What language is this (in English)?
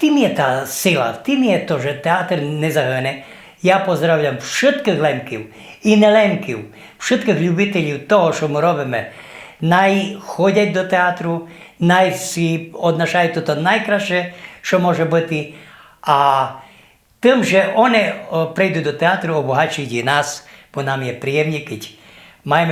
Rusyn